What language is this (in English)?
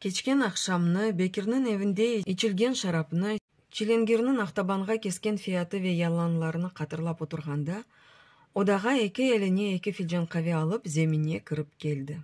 Crimean Tatar